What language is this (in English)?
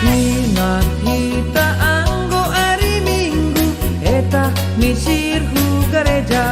Batak Simalungun